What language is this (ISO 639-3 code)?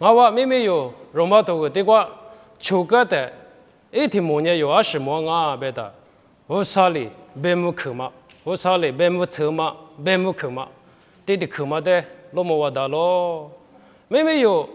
lis